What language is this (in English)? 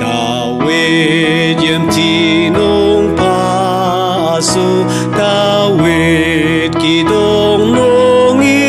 Ao Naga